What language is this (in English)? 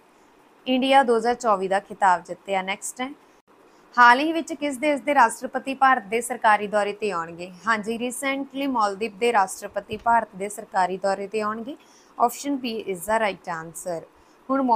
Punjabi